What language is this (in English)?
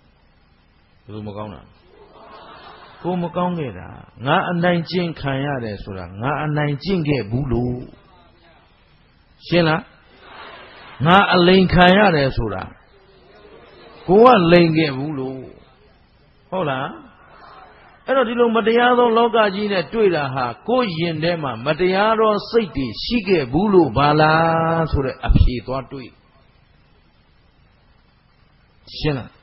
Burmese